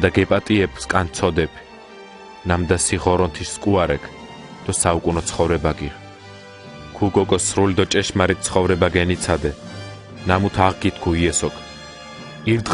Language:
Mingrelian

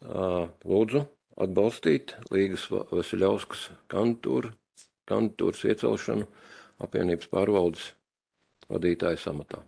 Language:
Latvian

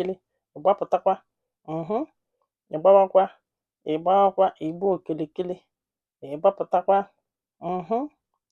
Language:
Igbo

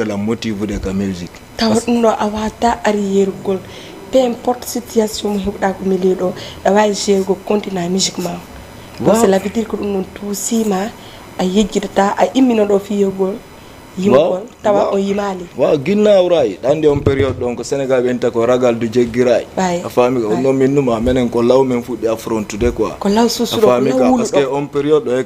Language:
Fula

